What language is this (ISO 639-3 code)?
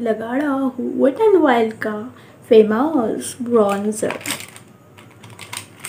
hin